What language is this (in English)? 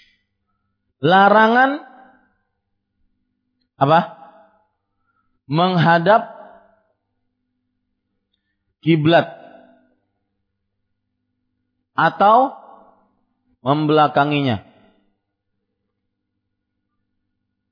Indonesian